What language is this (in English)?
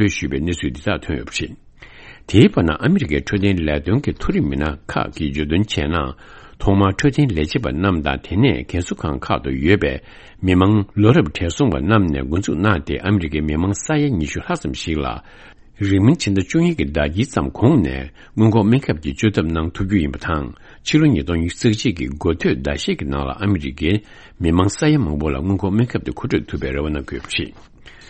Tibetan